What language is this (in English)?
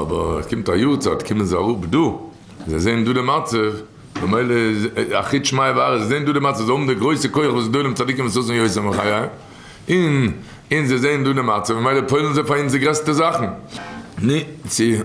Yiddish